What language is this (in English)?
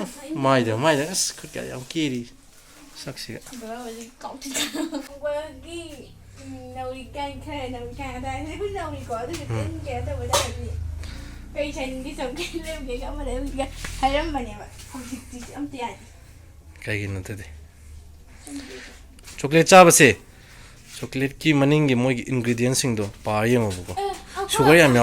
Manipuri